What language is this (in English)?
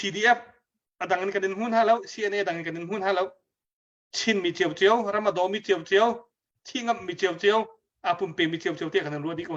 Hakha Chin